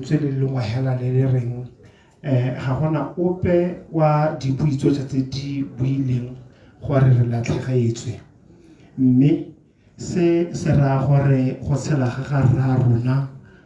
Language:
Tswana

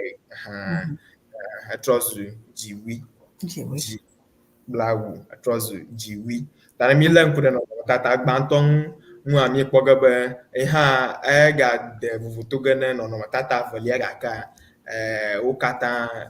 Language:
Ewe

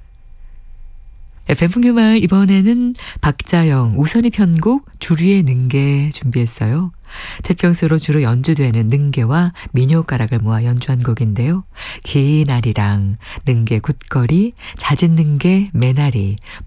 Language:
Korean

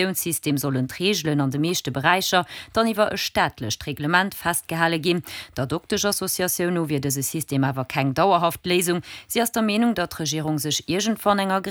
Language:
Luxembourgish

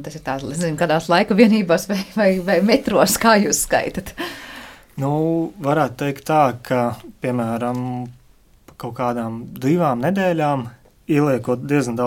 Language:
Latvian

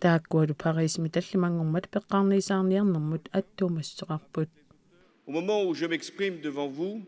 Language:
Kalaallisut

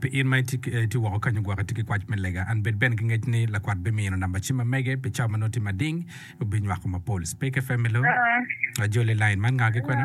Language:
Acoli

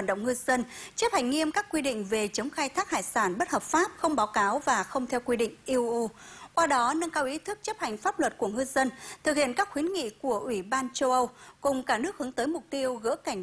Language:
Vietnamese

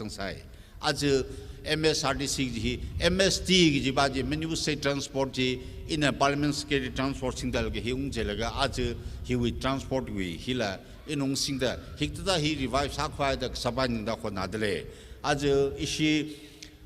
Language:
Tangkhul Naga (India)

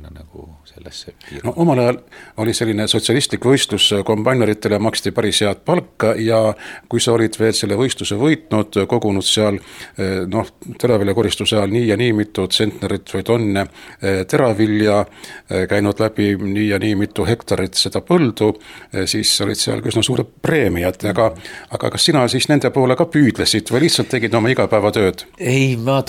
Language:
Estonian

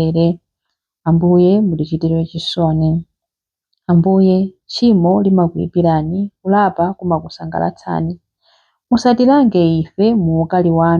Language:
Nyanja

